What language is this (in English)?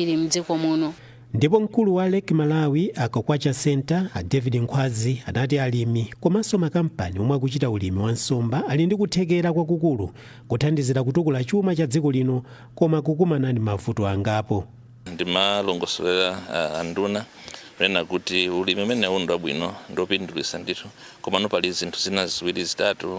Nyanja